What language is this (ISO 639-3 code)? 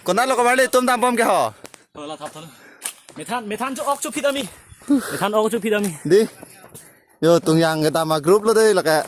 mjw